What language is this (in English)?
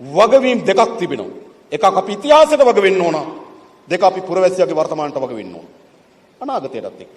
Sinhala